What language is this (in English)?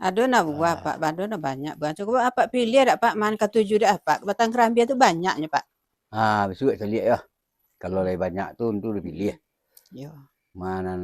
Minangkabau